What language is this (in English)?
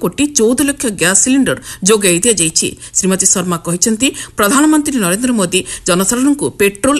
Odia